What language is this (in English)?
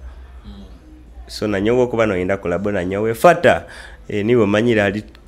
Nyoro